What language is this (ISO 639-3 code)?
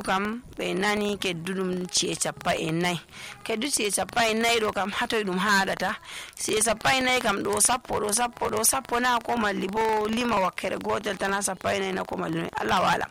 fuv